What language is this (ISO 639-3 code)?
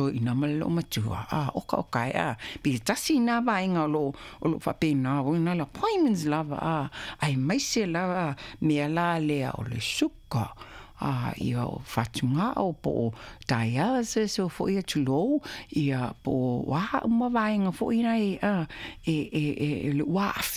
smo